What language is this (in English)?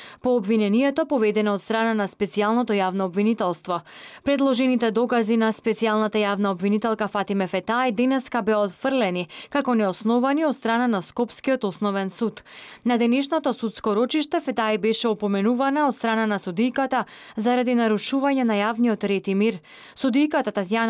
Macedonian